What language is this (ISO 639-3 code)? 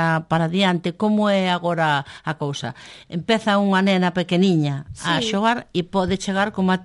glg